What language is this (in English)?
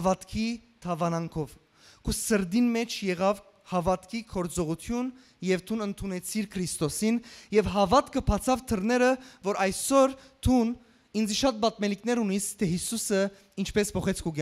Western Armenian